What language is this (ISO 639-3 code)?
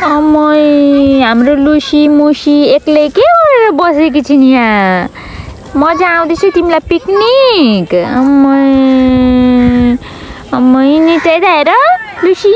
nep